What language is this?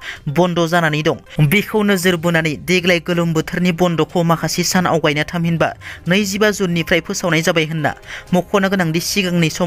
Bodo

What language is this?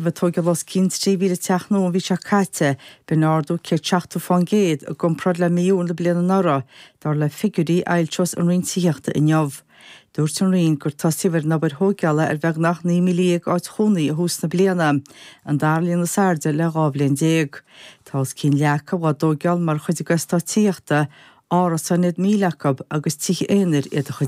Irish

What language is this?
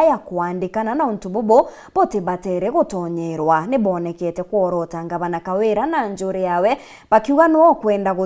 Meru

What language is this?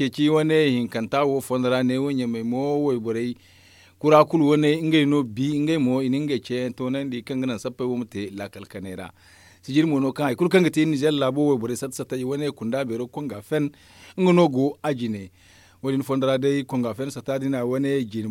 Zarma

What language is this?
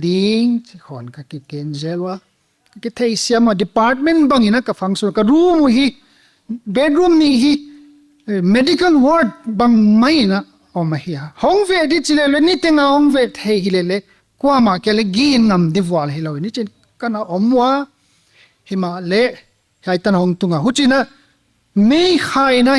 Paite Chin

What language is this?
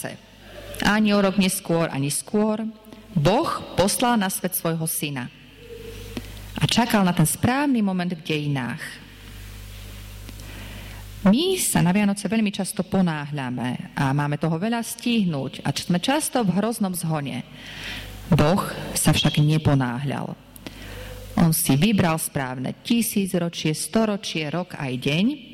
Slovak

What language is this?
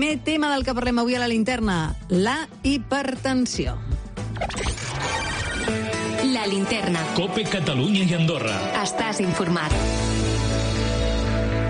Catalan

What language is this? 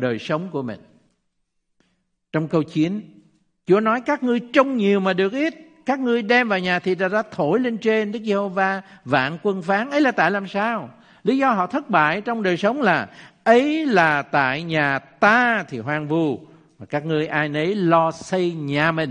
Vietnamese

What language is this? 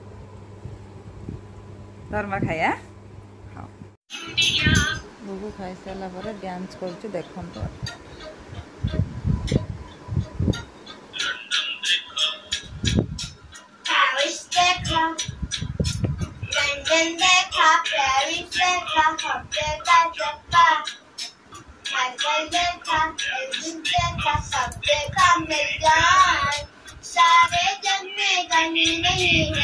Odia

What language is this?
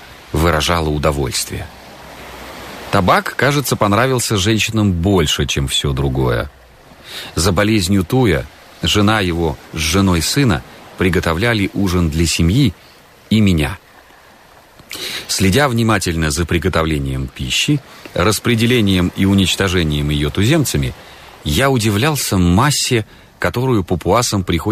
Russian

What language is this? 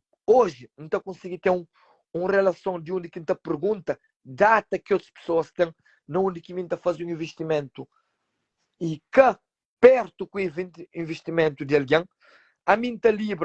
Kabuverdianu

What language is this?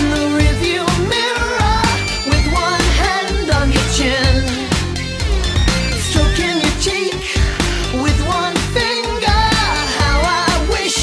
English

